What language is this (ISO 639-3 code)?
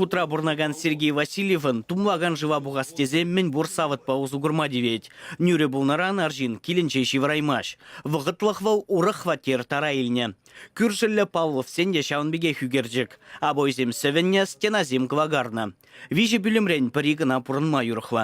chv